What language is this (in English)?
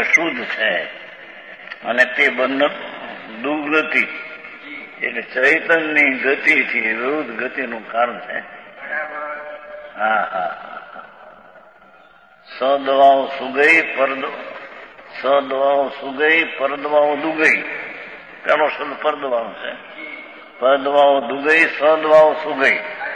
Gujarati